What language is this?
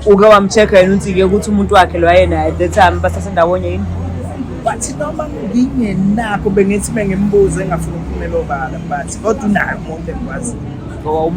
Zulu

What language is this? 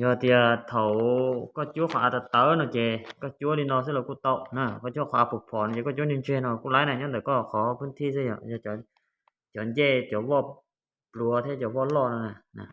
Hmong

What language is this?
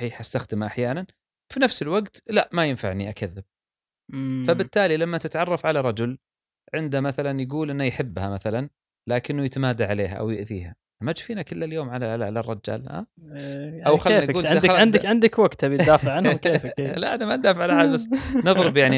Gulf Arabic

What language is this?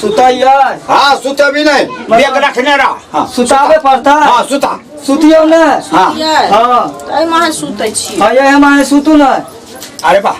Maithili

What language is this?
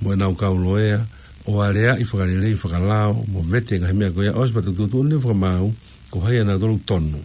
Tongan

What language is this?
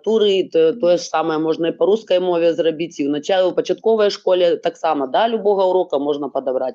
Belarusian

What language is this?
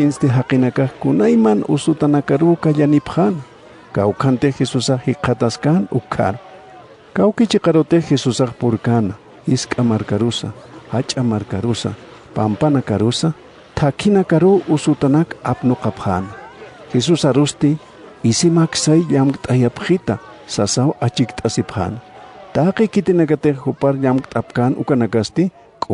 Aymara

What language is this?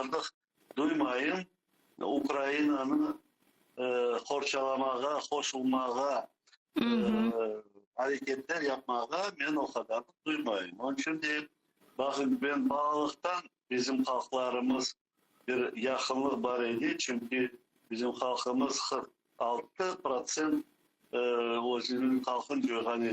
Crimean Tatar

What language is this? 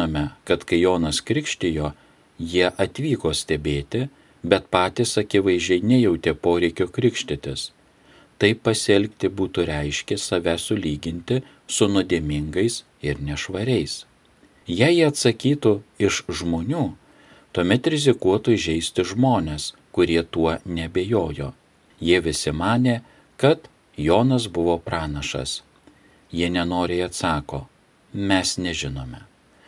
Lithuanian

